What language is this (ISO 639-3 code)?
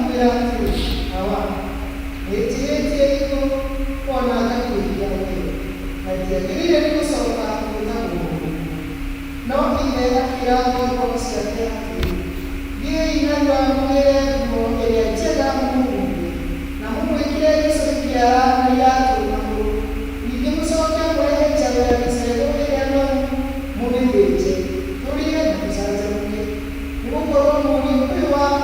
kik